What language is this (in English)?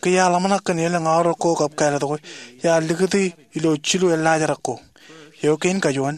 Marshallese